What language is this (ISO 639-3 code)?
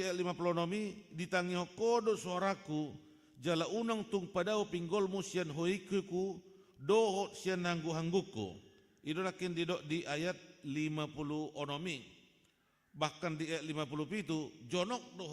bbc